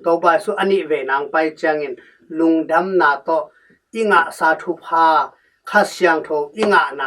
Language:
Tedim Chin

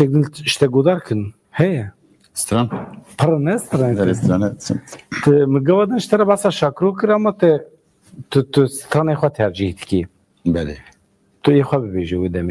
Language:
Kurdish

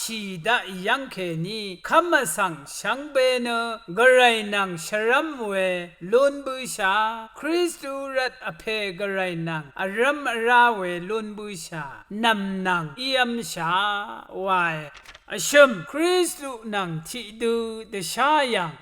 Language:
Rawang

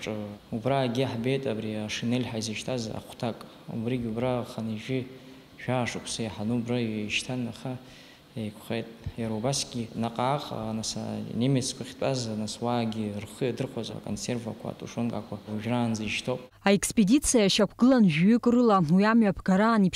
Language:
Abkhazian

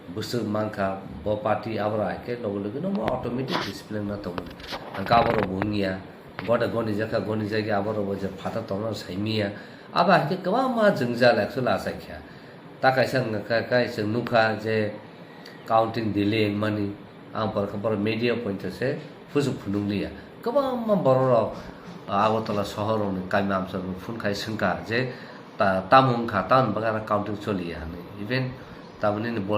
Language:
Kok Borok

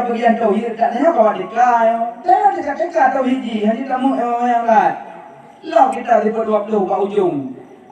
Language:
Achinese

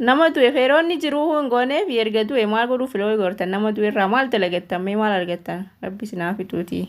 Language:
Oromo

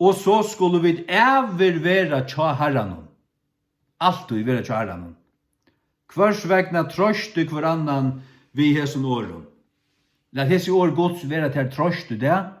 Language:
Faroese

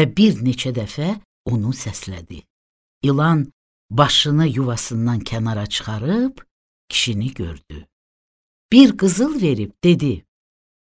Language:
Azerbaijani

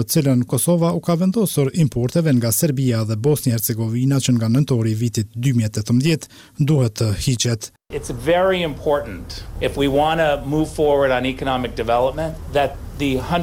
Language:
Albanian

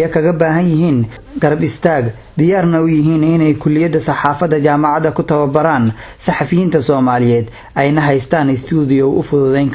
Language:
Somali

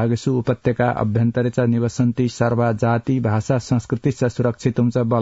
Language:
Sanskrit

